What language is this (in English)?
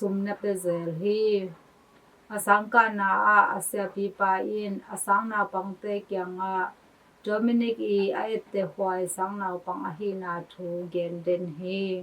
Tedim Chin